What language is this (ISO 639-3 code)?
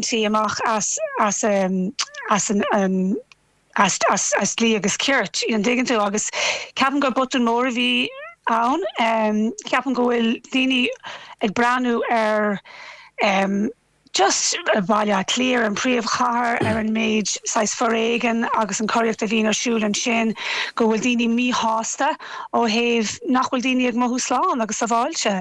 gle